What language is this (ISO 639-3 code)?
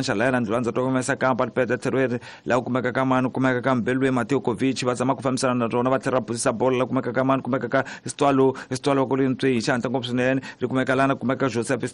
tso